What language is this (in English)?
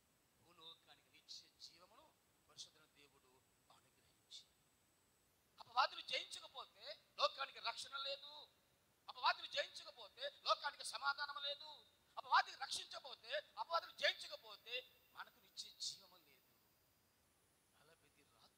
Telugu